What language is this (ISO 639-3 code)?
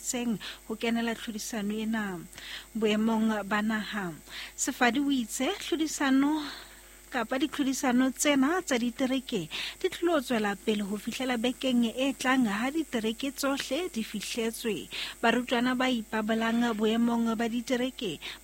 sot